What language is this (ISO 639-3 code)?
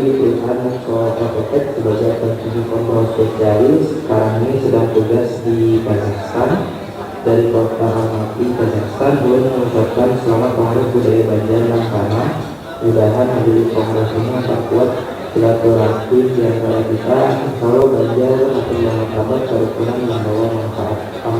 bjn